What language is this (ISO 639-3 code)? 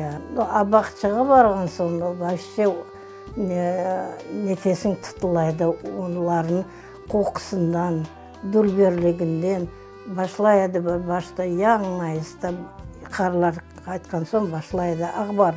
crh